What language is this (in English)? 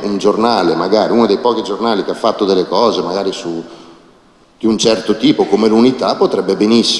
Italian